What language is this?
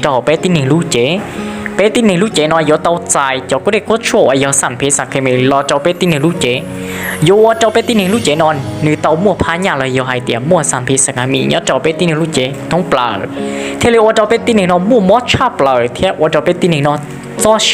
Hmong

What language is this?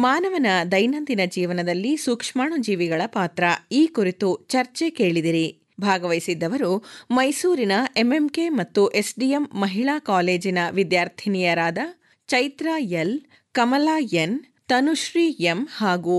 Kannada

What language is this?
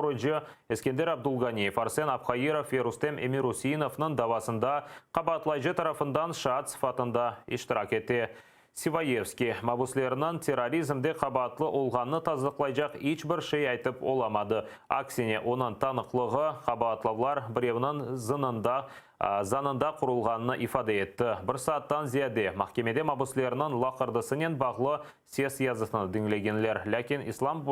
Crimean Tatar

